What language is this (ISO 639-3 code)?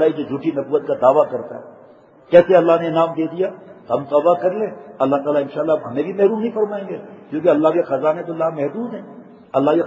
urd